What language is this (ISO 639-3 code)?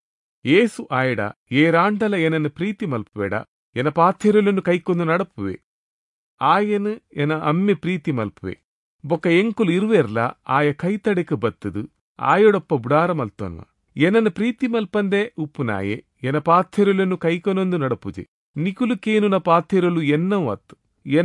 tcy